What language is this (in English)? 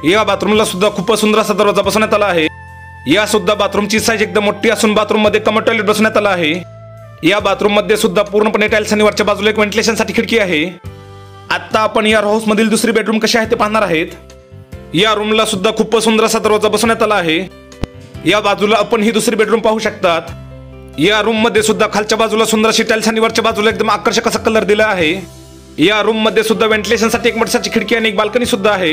Marathi